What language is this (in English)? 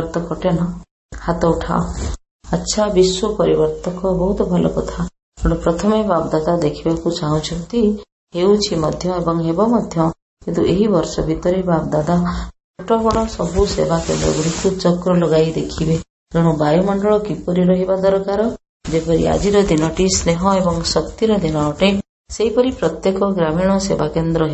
Odia